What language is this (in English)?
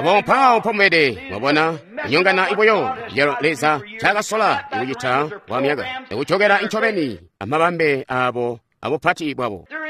Tonga (Zambia)